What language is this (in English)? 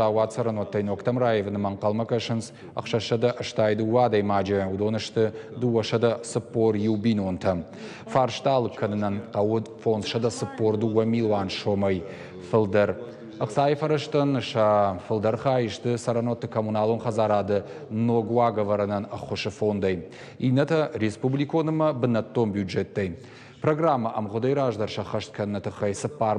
Ossetic